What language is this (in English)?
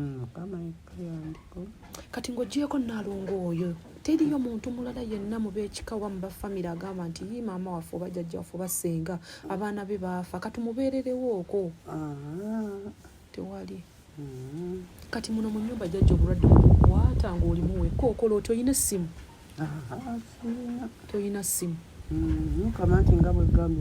Ganda